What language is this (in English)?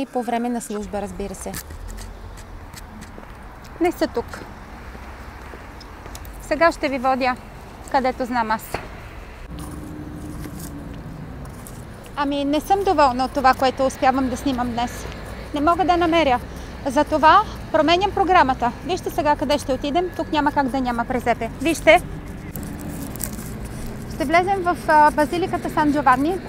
Bulgarian